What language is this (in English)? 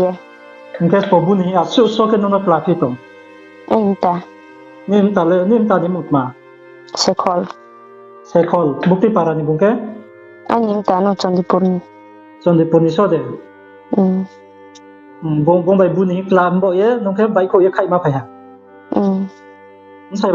Riang (India)